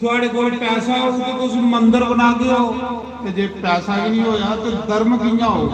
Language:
Dogri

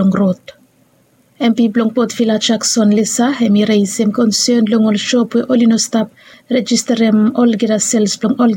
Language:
Bislama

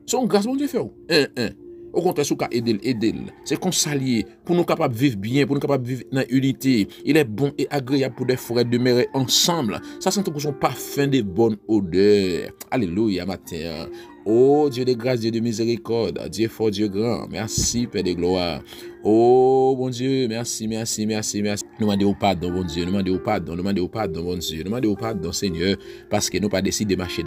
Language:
Haitian Creole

